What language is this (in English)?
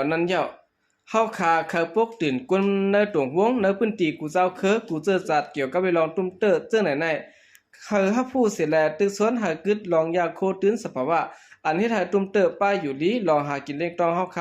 Shan